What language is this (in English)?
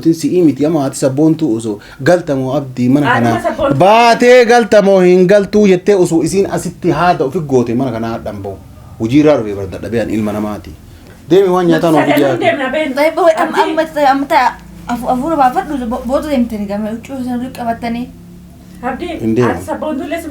Oromo